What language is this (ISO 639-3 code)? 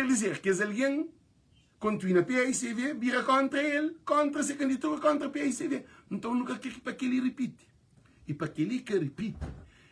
kea